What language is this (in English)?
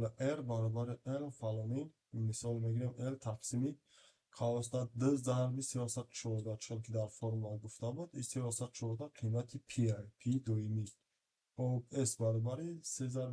Tajik